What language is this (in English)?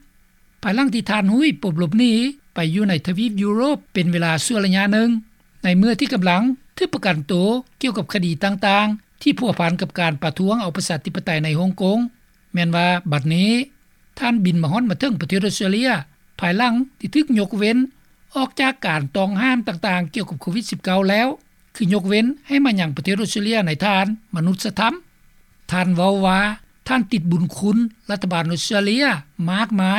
Lao